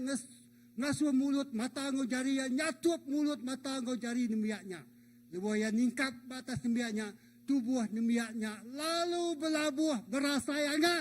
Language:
Iban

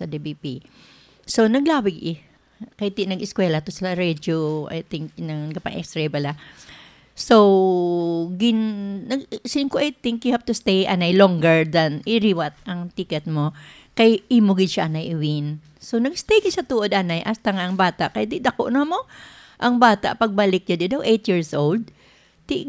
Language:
Hiligaynon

